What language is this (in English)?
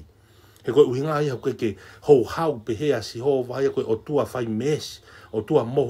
Tongan